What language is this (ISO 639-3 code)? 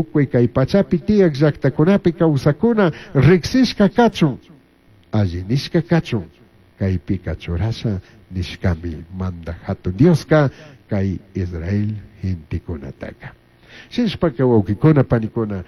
qug